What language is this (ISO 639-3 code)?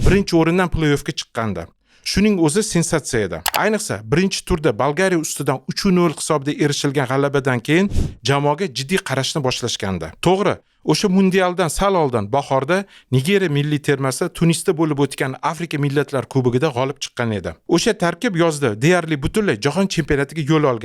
uzb